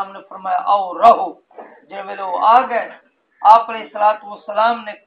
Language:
Saraiki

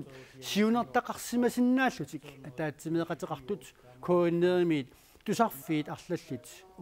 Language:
Kalaallisut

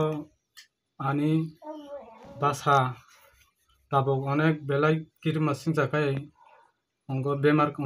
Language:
Riang (India)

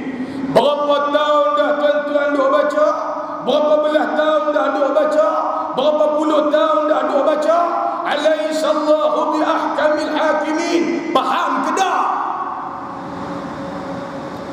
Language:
Malay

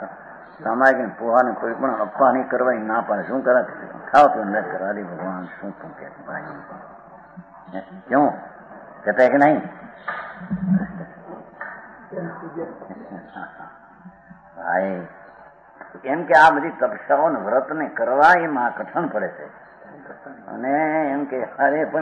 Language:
Gujarati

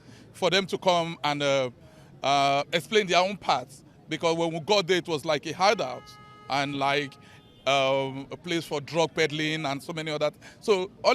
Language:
Nigerian Pidgin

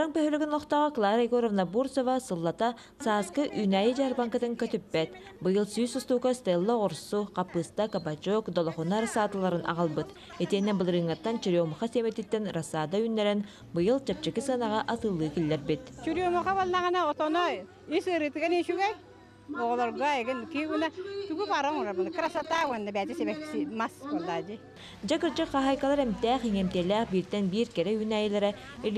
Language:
Yakut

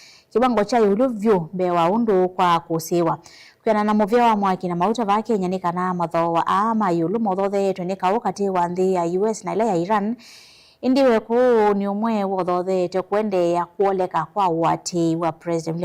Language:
Kamba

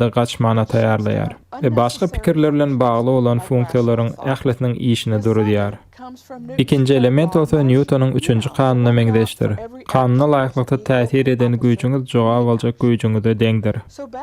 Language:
Turkmen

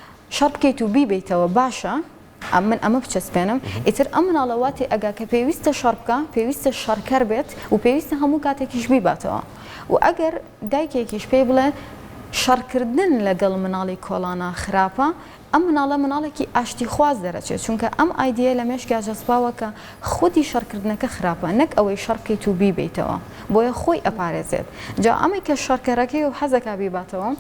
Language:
Central Kurdish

